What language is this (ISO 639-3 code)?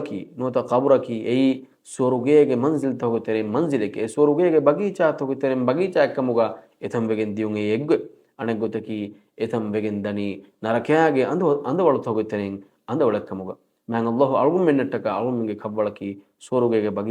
div